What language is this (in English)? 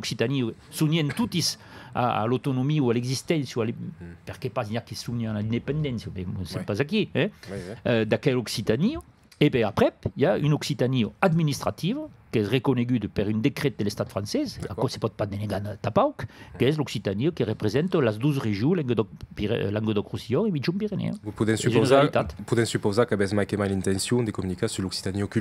Occitan